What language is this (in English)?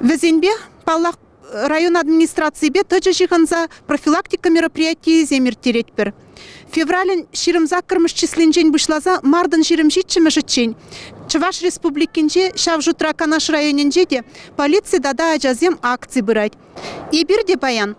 Chuvash